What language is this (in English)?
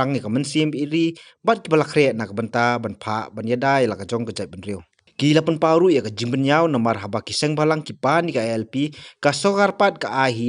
Khasi